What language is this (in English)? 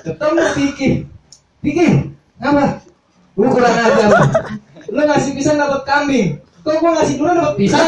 Betawi